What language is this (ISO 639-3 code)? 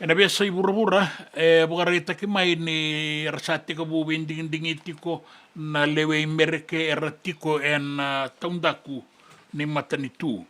fij